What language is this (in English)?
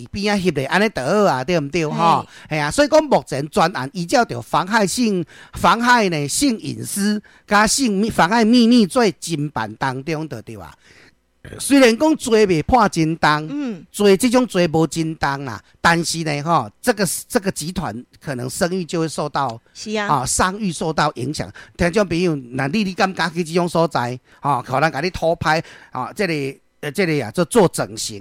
Min Nan Chinese